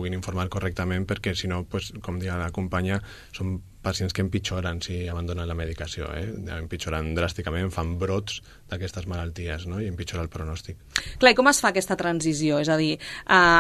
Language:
Catalan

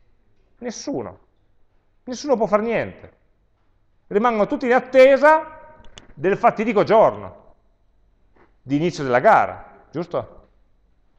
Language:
Italian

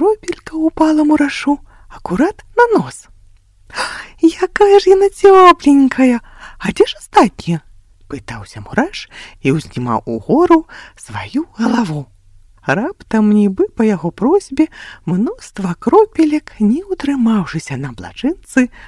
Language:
Belarusian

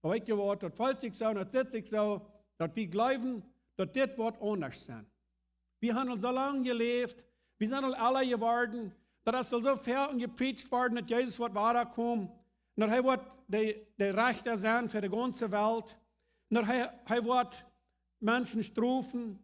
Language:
Plautdietsch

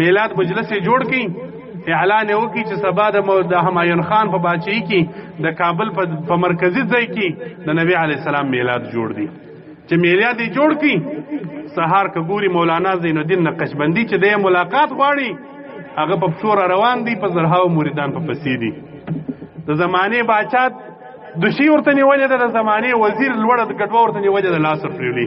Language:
Pashto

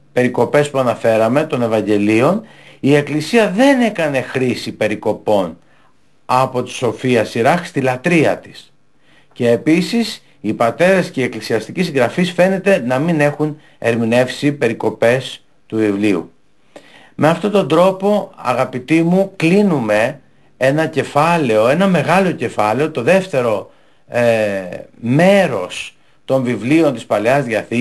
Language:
Greek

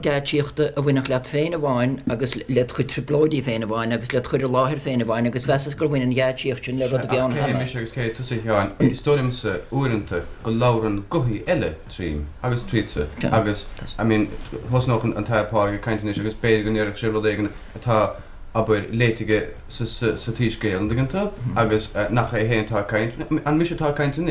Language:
Irish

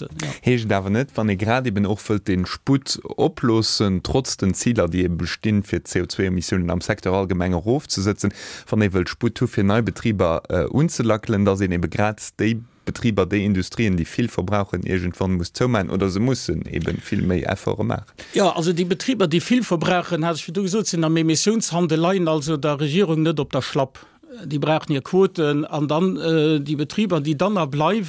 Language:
Luxembourgish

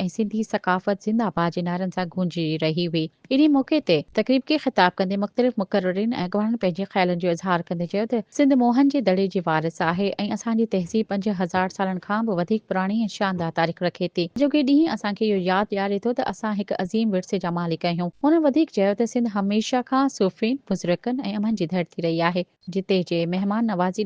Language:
Sindhi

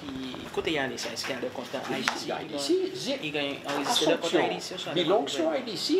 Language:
Seselwa Creole French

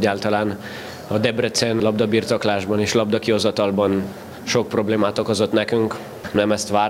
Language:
Hungarian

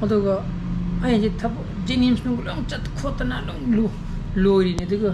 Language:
Manipuri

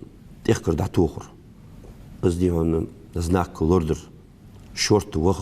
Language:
Ingush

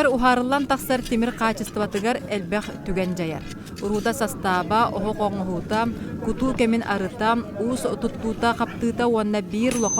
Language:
Yakut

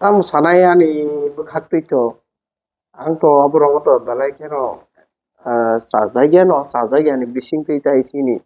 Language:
Kok Borok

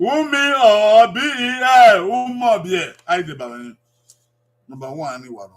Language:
Bini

